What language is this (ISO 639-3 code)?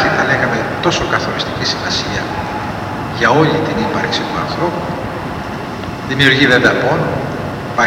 ell